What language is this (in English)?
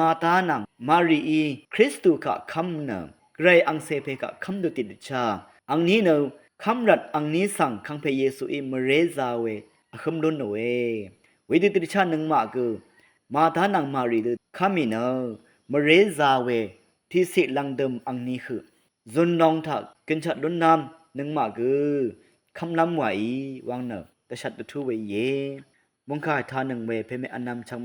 Rawang